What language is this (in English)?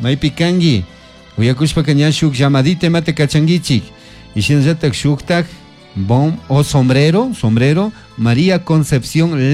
Chimborazo Highland Quichua